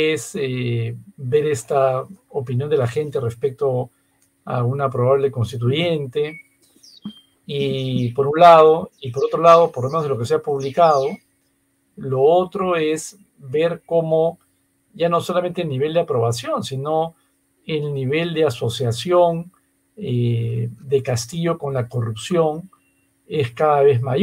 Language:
Spanish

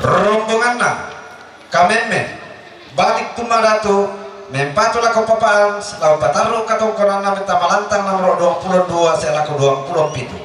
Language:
Toraja-Sa'dan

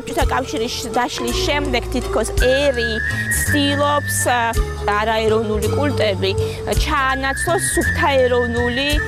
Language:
Georgian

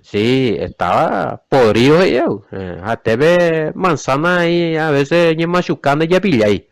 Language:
Guarani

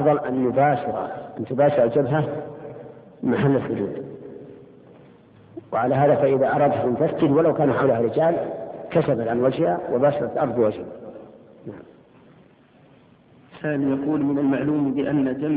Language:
Arabic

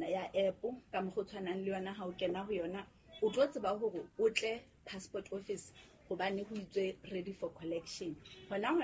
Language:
Southern Sotho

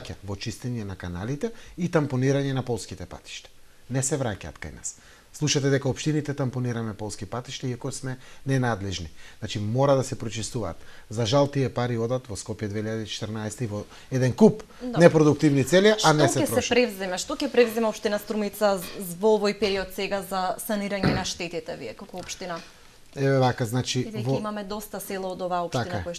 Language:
Macedonian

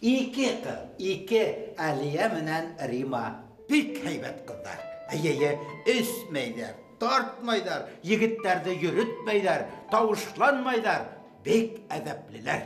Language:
Bashkir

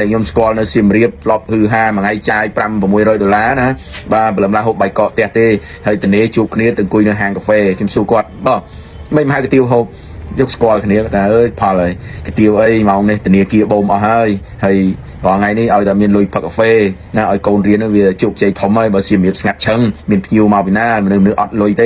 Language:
Khmer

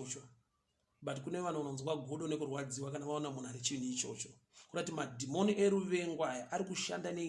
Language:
Shona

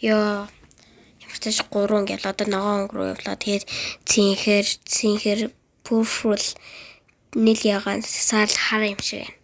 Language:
Mongolian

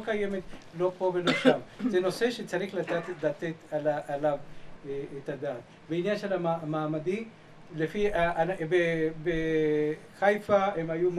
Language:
Hebrew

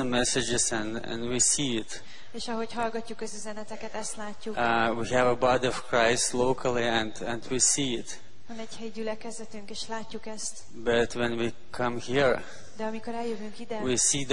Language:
Hungarian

